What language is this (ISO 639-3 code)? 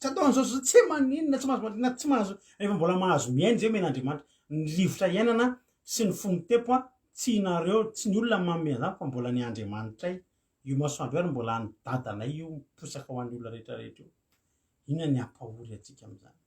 mlg